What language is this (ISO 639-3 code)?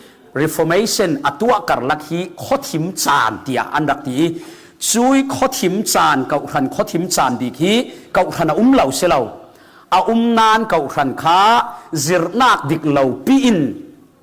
cfm